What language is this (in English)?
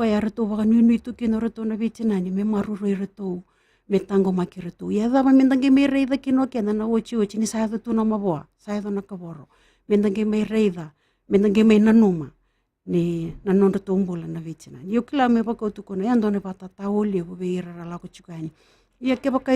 Fijian